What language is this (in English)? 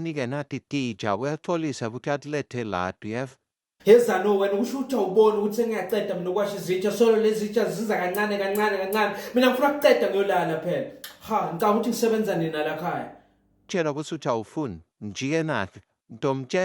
Zulu